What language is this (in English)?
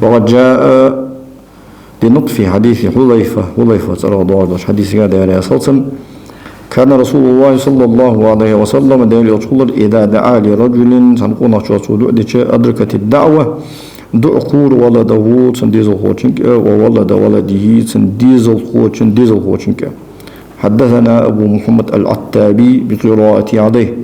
Ingush